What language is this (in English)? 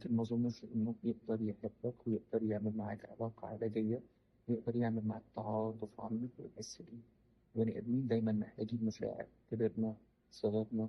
Egyptian Arabic